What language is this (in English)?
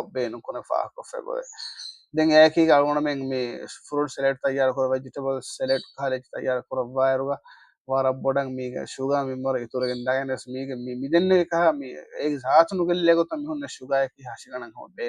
Divehi